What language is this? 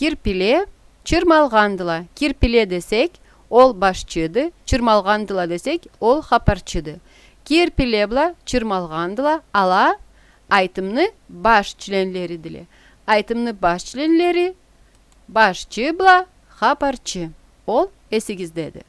Karachay-Balkar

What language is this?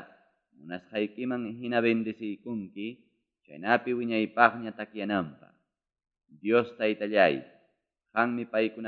Ayacucho Quechua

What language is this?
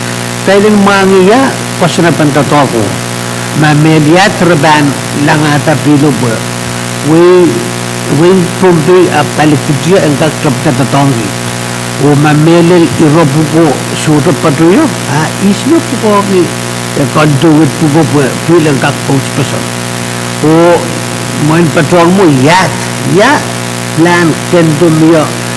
Pohnpeian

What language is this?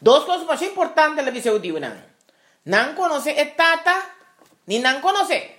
Papiamento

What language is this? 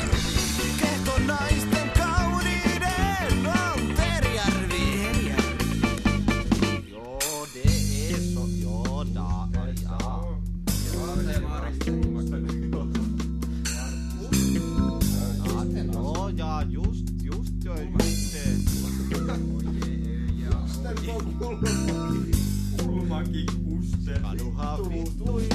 Finnish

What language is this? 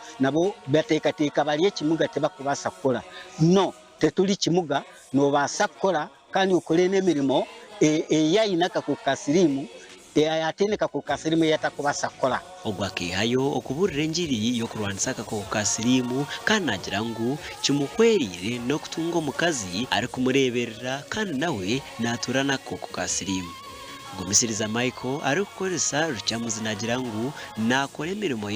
Nyankole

